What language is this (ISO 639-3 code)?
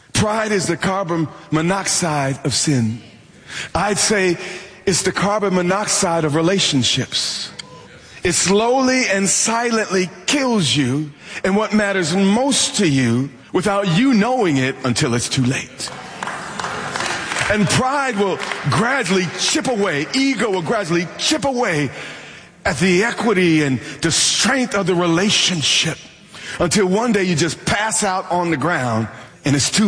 eng